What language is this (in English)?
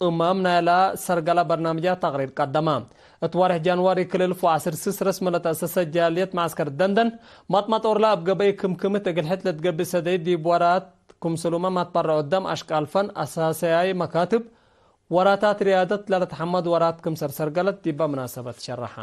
Tigre